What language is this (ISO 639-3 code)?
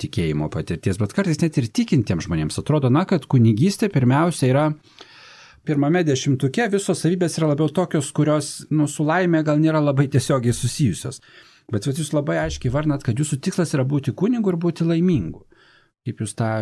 lit